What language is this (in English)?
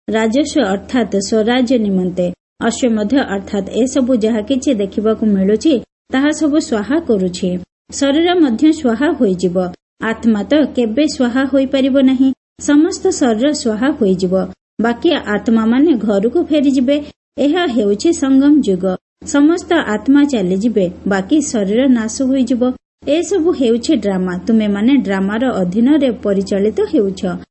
Odia